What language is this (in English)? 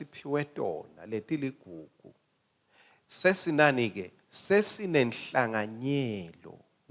Swati